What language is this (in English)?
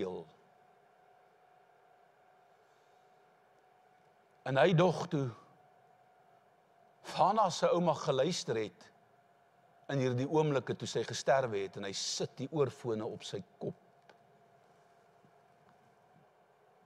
Afrikaans